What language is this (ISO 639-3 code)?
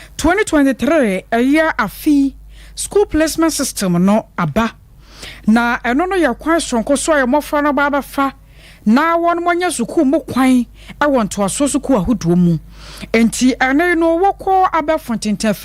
aka